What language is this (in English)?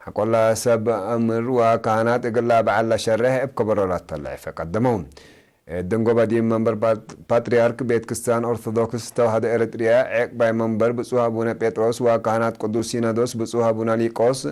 Tigre